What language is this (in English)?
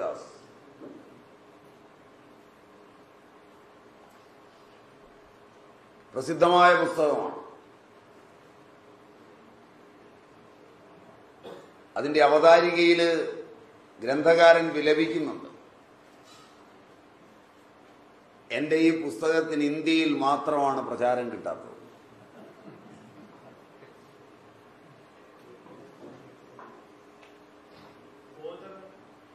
Malayalam